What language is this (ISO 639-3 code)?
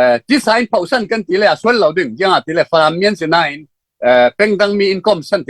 cfm